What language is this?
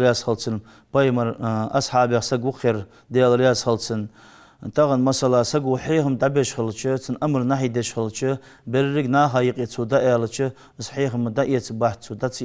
Ingush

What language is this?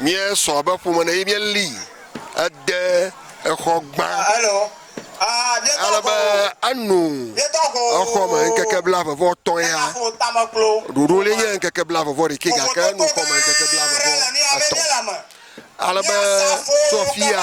Ewe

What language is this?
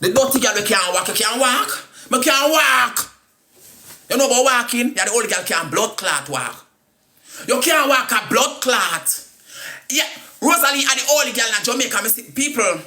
Jamaican Creole English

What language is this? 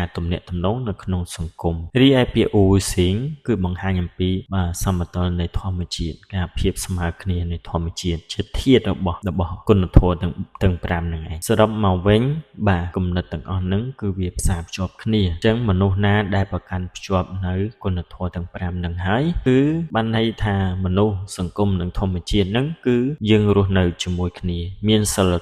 Khmer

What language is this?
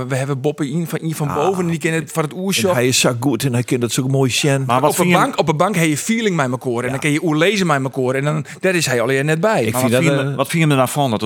Western Frisian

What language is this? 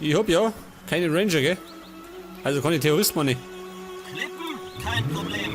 Bavarian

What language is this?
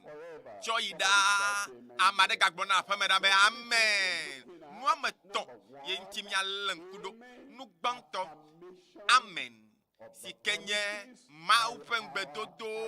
Ewe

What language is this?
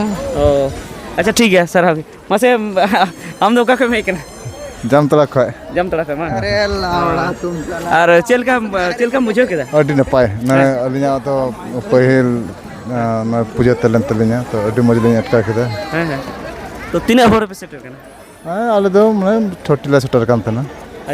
Santali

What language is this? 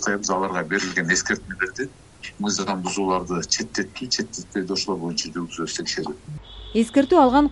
Kyrgyz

